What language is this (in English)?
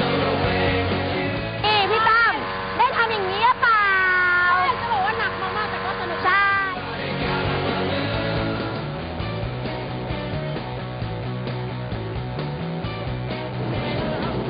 Thai